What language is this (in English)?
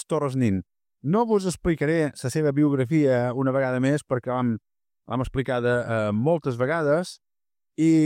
Catalan